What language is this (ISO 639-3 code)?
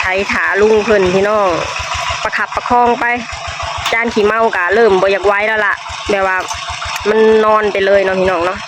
lao